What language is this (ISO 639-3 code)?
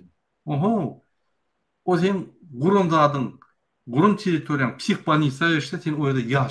tuk